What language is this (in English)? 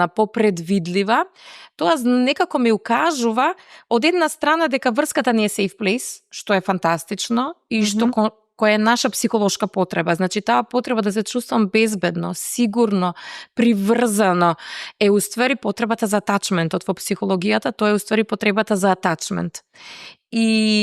Macedonian